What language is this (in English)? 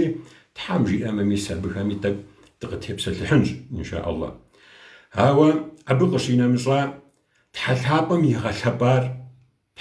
Kabardian